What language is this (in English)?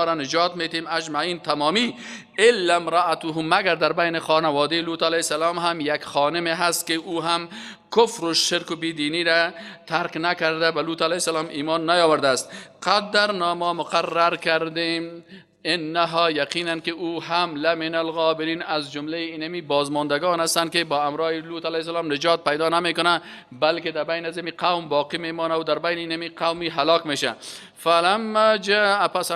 Persian